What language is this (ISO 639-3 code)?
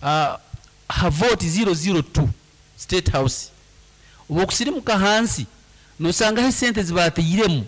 nyn